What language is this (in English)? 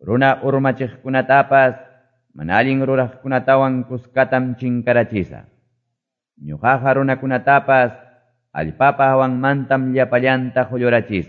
Quechua